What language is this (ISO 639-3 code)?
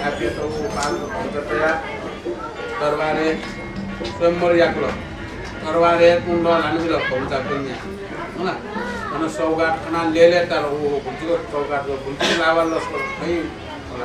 new